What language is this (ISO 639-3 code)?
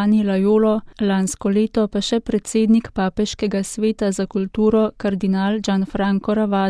slv